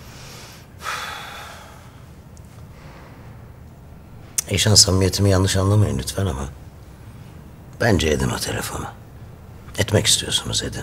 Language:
Turkish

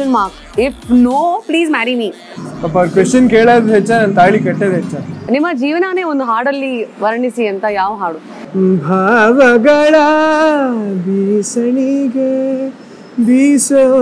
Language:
Kannada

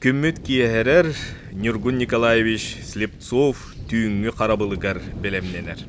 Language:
Yakut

